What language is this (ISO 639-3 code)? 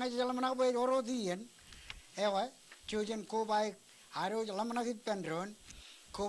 mah